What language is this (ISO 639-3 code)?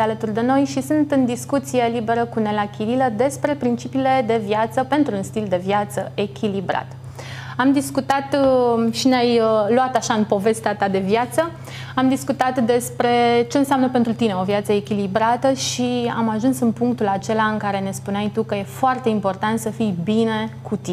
ron